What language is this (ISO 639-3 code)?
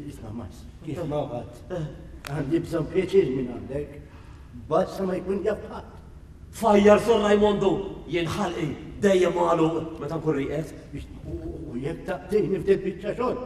mlt